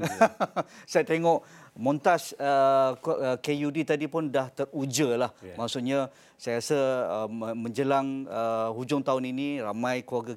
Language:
Malay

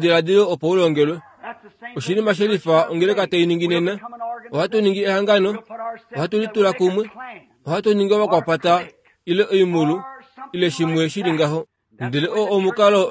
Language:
Kuanyama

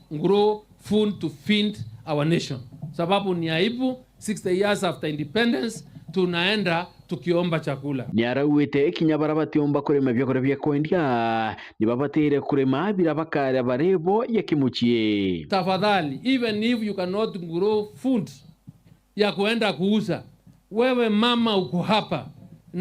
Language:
Meru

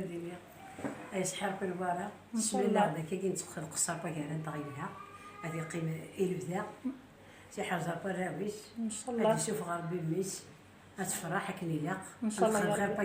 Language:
Kabyle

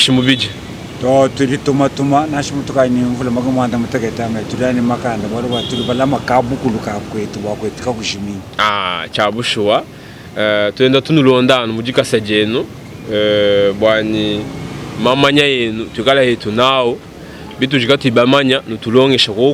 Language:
Luba-Lulua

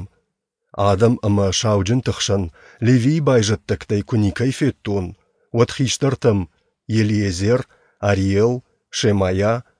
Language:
Ossetic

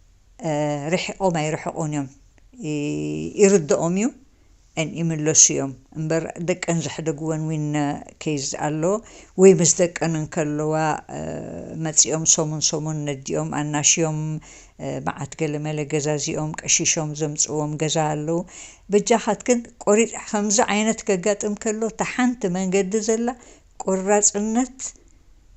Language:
Tigrinya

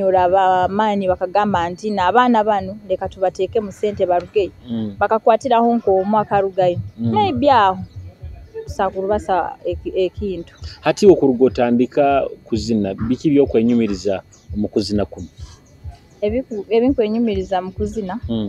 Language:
Nyoro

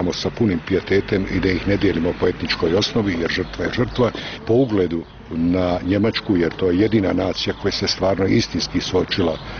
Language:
Bosnian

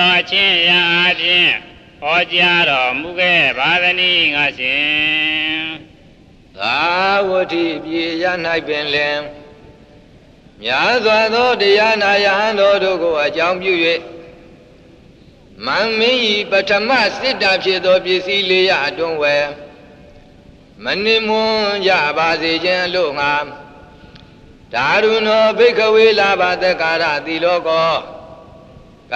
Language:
Burmese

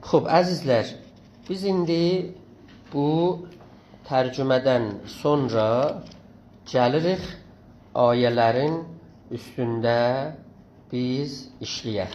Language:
South Azerbaijani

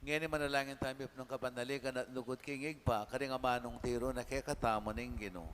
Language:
Pampanga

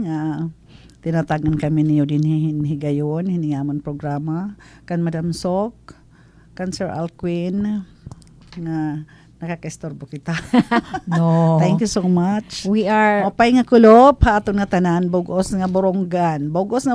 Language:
Waray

